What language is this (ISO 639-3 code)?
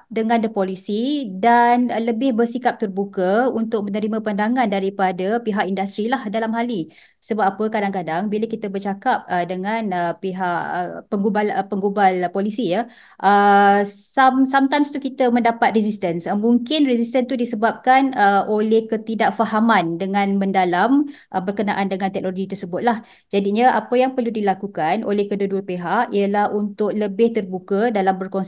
msa